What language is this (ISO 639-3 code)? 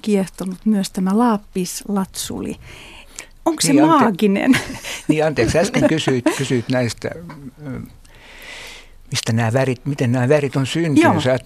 fin